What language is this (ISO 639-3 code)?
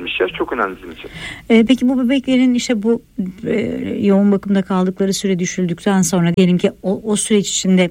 tur